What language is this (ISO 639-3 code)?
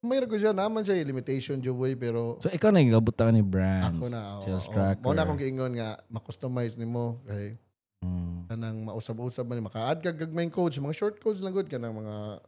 ceb